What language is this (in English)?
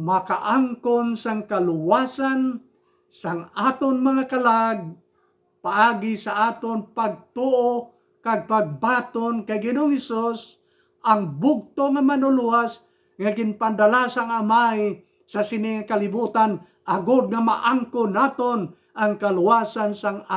Hiligaynon